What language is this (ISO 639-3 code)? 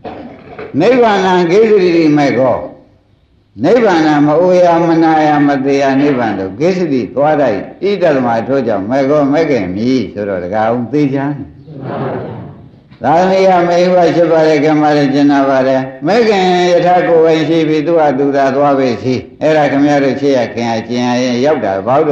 mya